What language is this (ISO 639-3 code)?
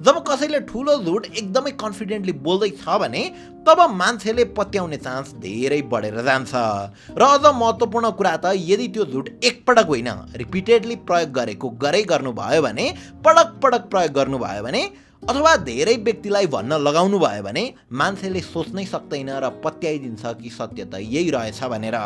nep